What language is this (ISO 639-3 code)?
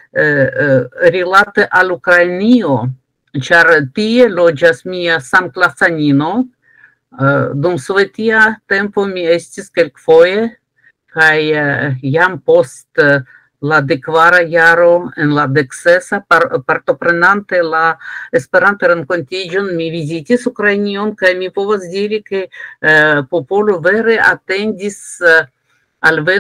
epo